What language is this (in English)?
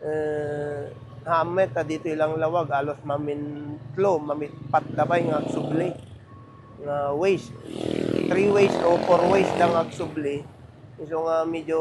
Iloko